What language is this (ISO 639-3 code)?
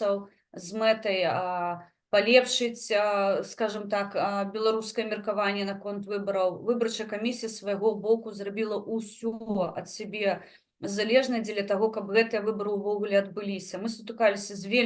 bel